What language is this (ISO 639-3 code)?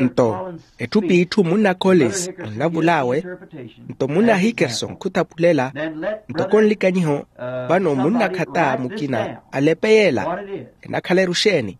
vmw